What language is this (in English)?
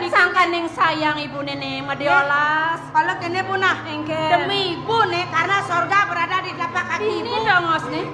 Balinese